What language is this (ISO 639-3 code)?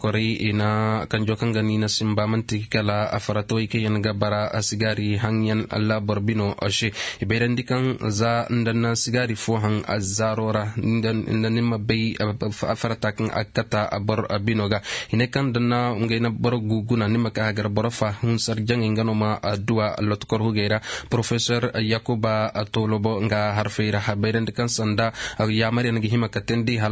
dje